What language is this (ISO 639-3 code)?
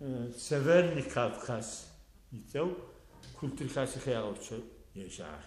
ady